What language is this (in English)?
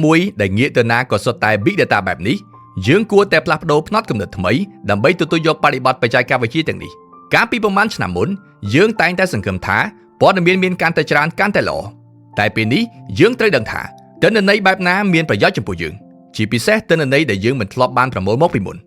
Khmer